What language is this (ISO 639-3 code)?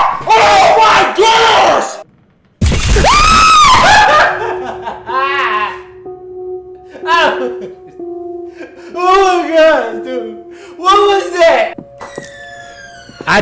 eng